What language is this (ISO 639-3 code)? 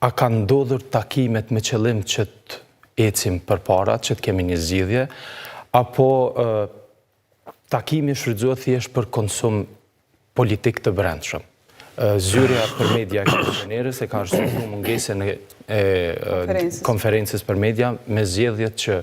sqi